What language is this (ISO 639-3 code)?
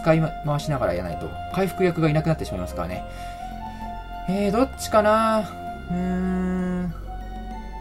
jpn